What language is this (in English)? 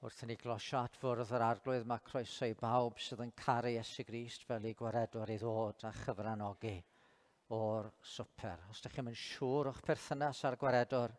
Welsh